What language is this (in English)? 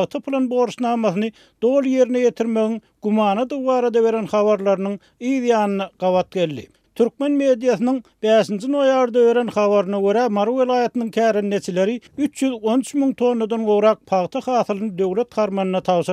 Turkmen